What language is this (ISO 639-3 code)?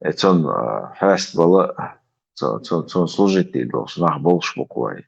che